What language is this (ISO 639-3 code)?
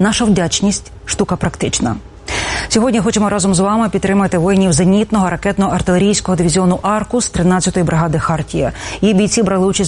ukr